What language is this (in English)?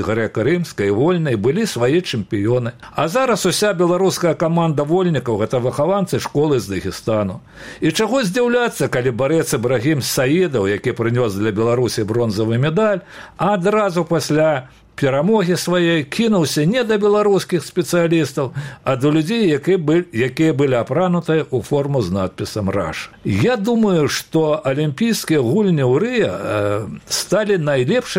Belarusian